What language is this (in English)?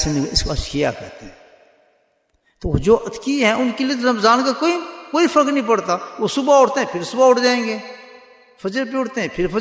Urdu